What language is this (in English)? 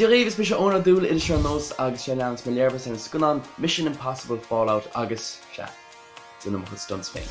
Irish